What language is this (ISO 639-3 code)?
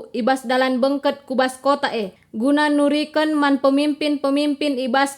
btx